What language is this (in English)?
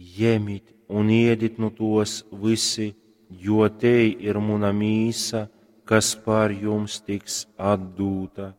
Latgalian